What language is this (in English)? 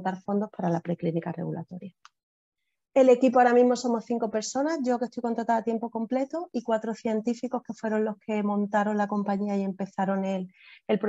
Spanish